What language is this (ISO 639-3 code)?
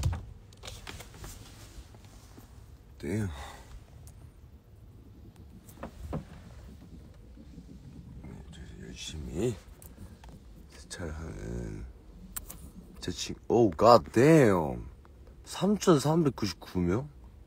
kor